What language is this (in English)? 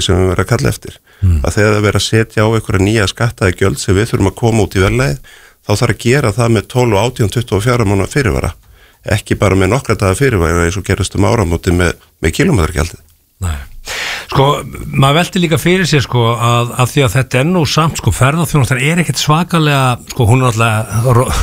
Icelandic